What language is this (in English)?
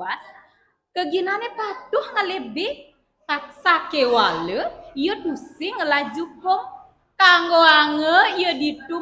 Balinese